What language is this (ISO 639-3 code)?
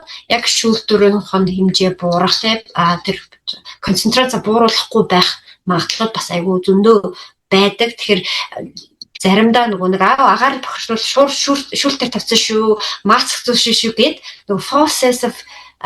mon